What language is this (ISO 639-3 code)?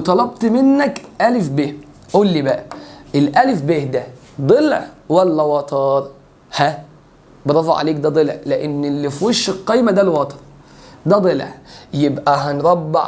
arz